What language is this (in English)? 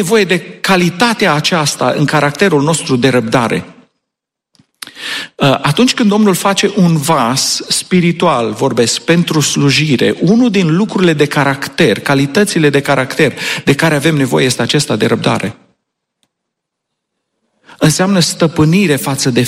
Romanian